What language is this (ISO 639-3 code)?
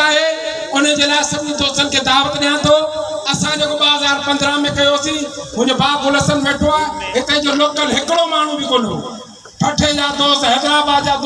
snd